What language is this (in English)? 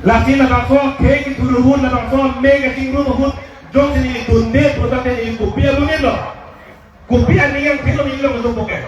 Karbi